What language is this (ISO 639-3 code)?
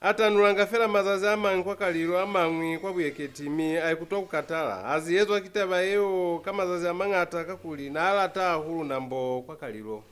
loz